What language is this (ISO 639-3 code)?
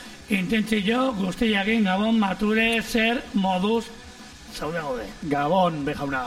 eus